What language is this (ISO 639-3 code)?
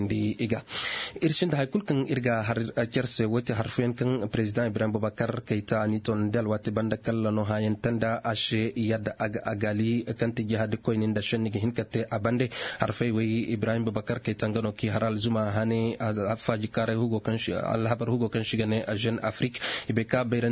ses